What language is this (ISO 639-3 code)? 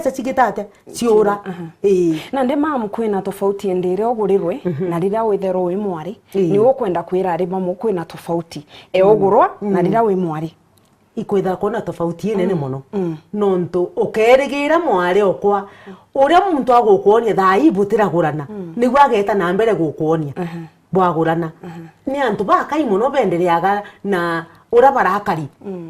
mer